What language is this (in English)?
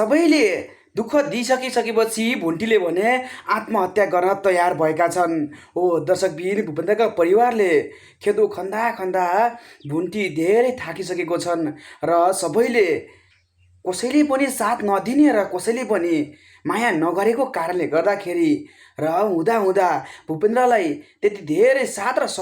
Nepali